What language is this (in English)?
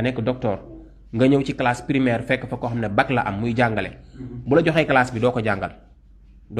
Wolof